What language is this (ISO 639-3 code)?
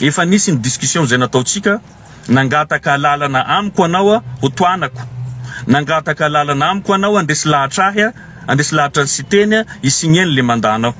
mlg